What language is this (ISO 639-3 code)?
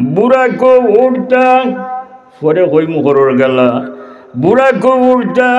syl